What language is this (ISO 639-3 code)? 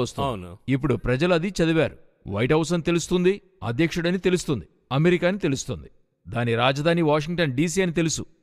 tel